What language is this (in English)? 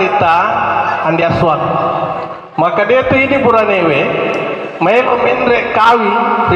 Buginese